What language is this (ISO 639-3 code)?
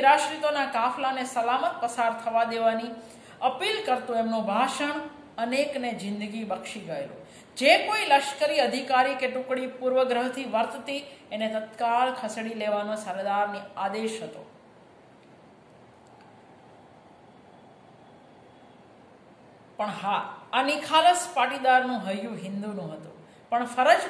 guj